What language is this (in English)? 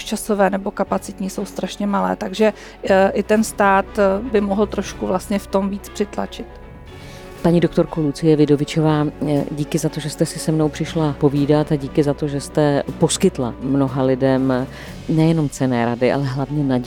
Czech